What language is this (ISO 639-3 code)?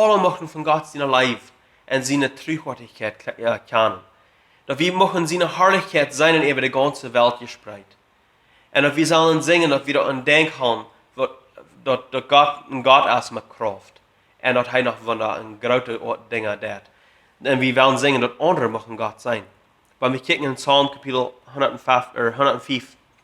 pdt